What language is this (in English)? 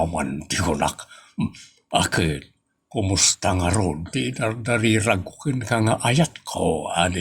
Iloko